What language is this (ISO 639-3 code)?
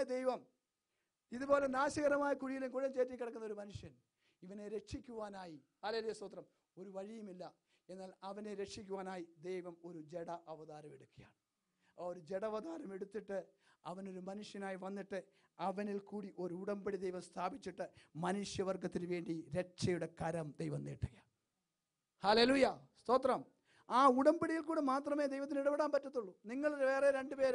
mal